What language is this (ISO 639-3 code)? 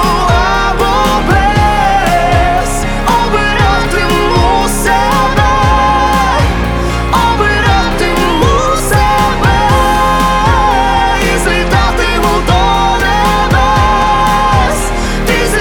ukr